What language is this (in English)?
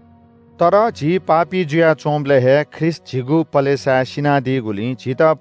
Newari